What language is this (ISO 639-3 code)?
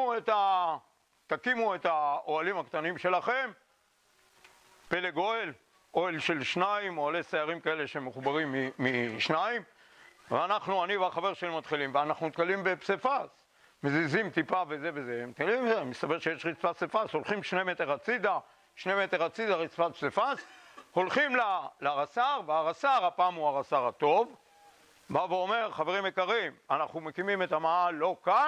heb